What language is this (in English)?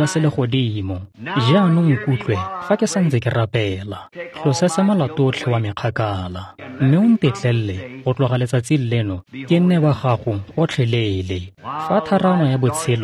Tswana